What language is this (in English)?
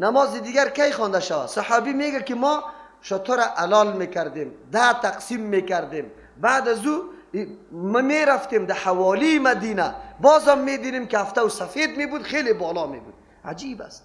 Persian